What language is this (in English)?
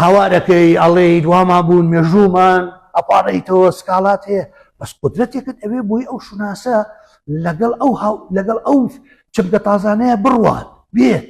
Central Kurdish